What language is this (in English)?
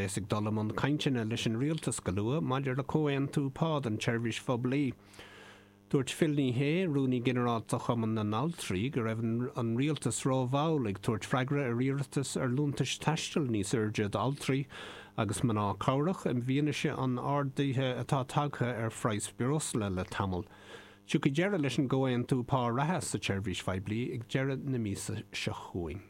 Irish